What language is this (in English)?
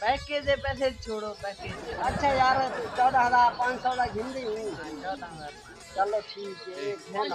Saraiki